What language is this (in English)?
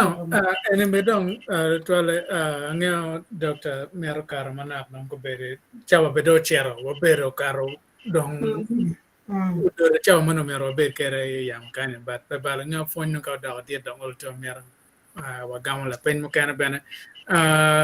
Acoli